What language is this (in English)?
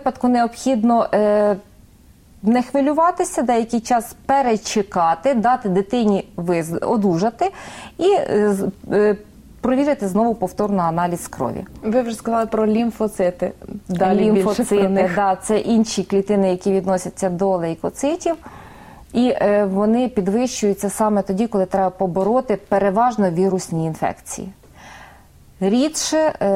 Ukrainian